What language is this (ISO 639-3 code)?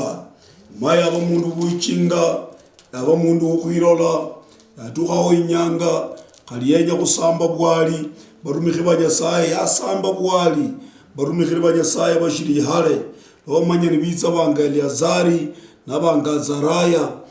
luy